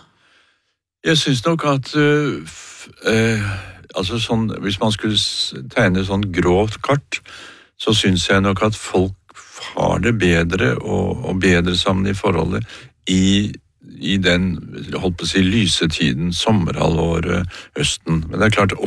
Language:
Norwegian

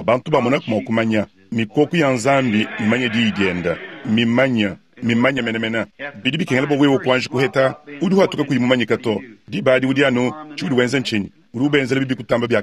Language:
Luba-Lulua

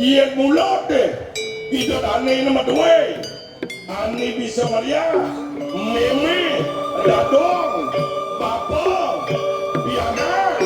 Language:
Balinese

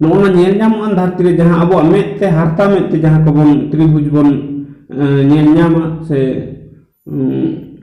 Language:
Santali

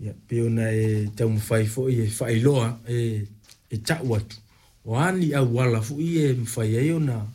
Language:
Samoan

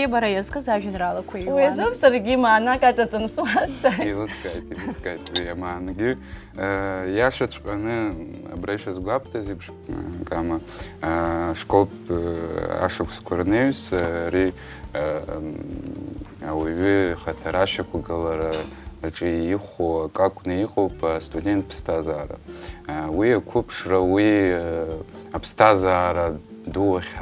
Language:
Abkhazian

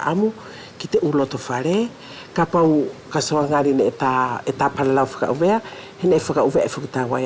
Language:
Wallisian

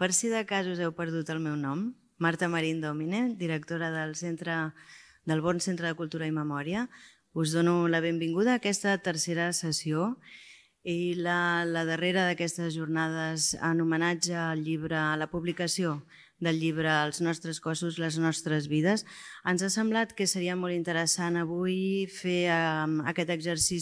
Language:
Catalan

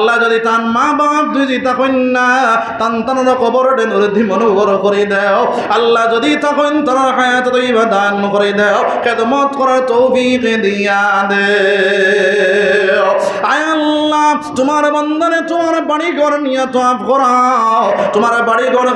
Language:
Sylheti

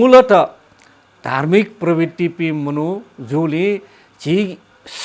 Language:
Newari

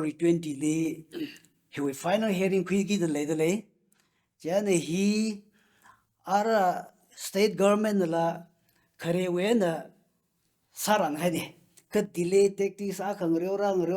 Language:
Tangkhul Naga (India)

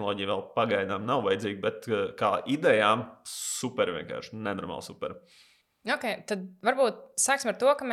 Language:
Latvian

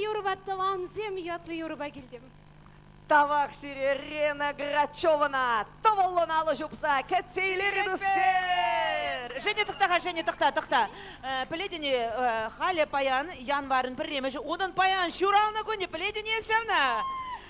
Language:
Chuvash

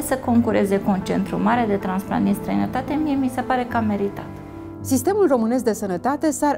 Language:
Romanian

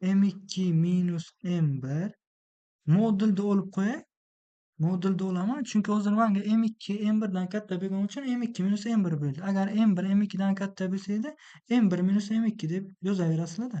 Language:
Uzbek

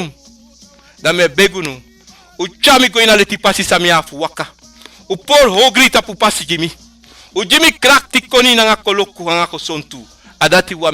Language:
Sranan Tongo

